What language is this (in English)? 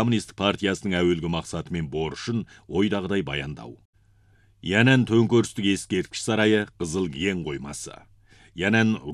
Kazakh